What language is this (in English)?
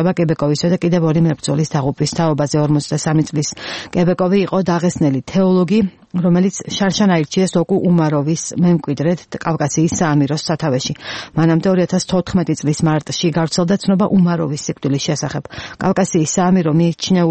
Georgian